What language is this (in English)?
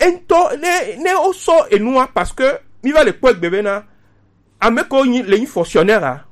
Gen